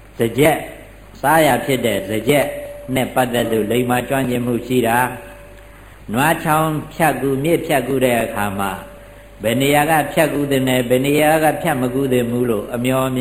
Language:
Burmese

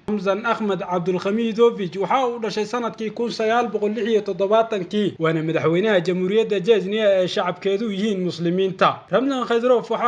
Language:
Somali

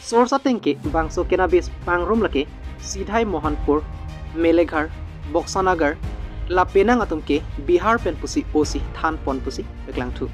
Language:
Karbi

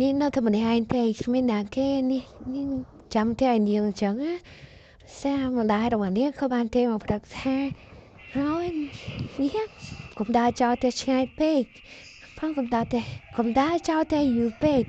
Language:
Khmer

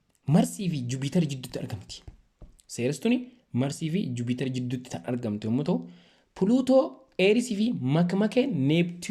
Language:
Oromo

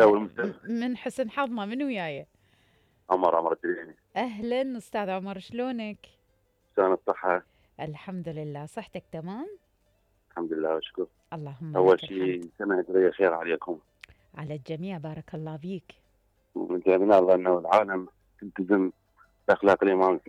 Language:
Mesopotamian Arabic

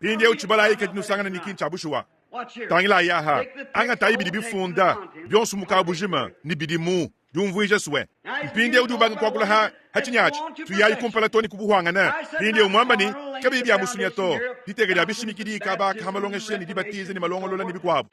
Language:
Luba-Lulua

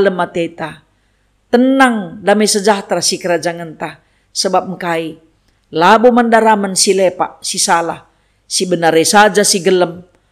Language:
Batak Karo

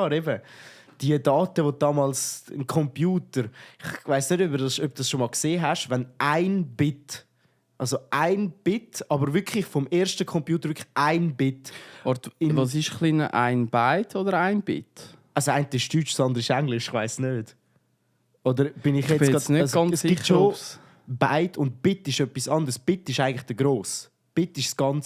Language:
Swiss German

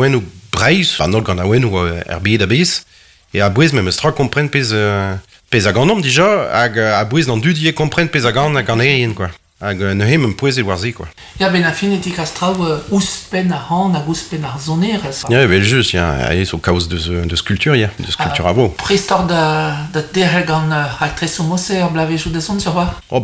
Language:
Breton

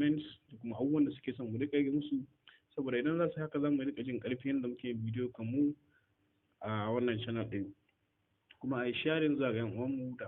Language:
Hausa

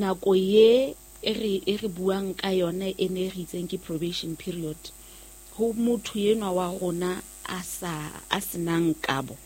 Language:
Southern Sotho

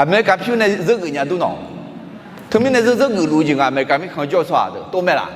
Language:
Akha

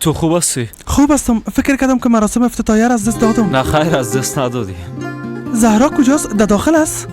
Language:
Persian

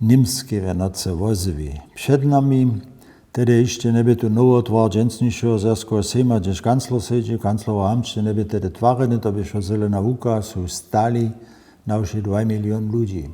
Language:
Upper Sorbian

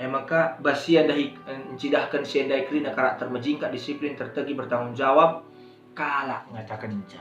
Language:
Batak Karo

